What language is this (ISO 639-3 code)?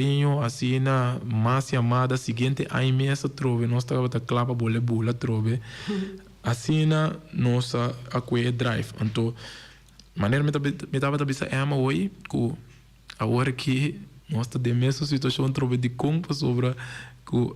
pap